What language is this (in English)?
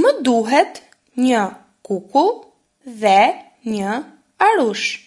Albanian